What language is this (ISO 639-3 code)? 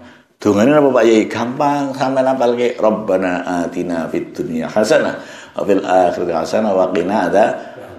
jav